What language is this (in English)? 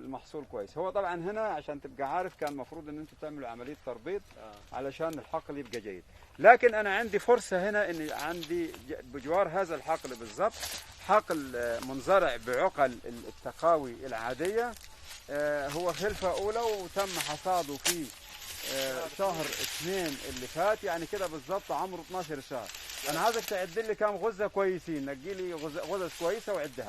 Egyptian Arabic